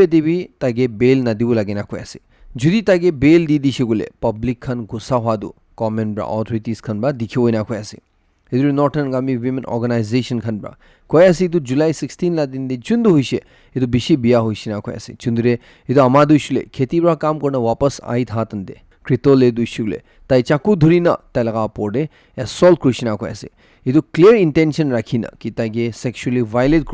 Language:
Naga Pidgin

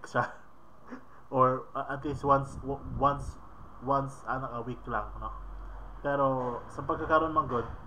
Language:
Cebuano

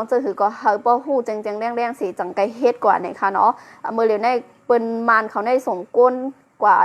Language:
Shan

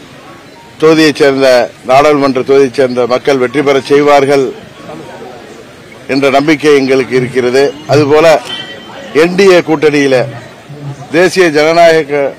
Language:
Tamil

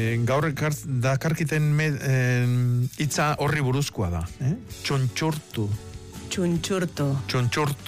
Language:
Basque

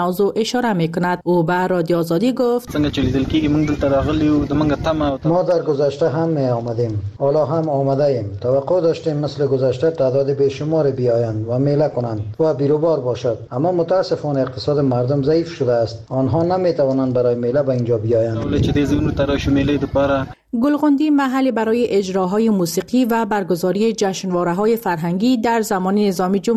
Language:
Persian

